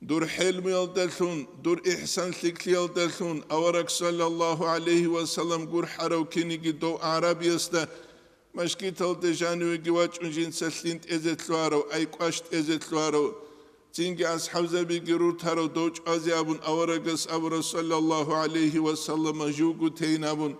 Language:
Avaric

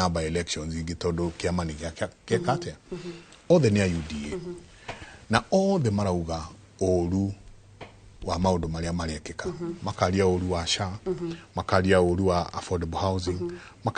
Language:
Kikuyu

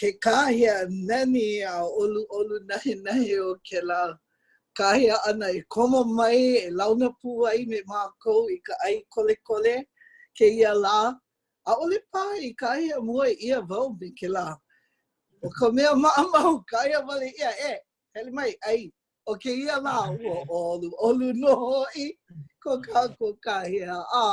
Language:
Hawaiian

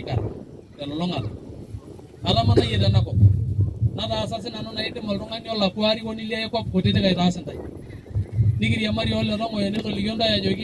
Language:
Masai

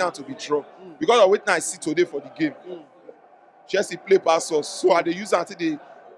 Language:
Nigerian Pidgin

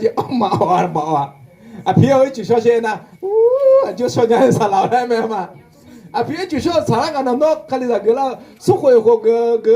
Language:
Akha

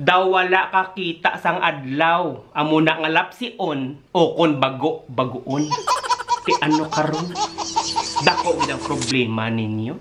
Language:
Hiligaynon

